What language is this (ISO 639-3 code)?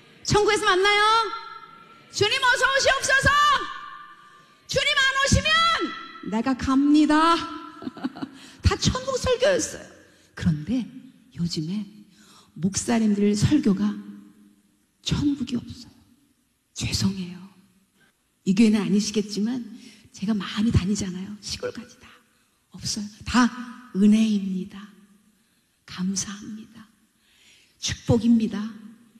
kor